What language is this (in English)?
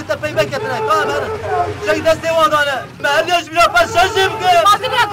Kurdish